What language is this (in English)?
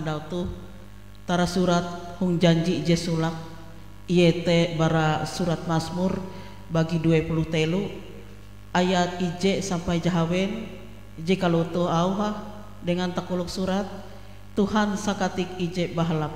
Ngaju